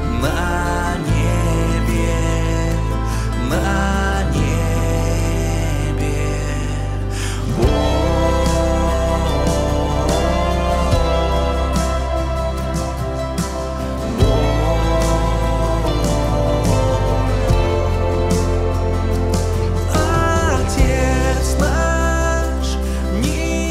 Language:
Russian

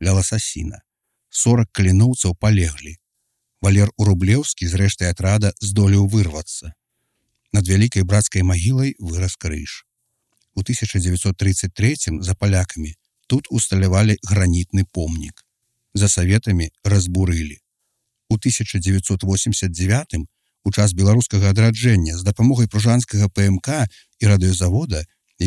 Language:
Belarusian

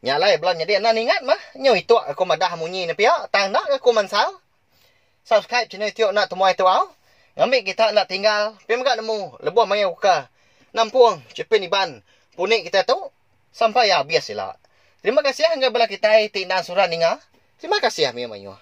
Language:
Iban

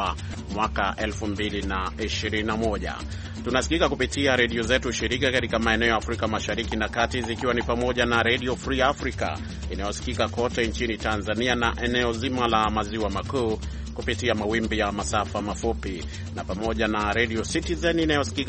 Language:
Swahili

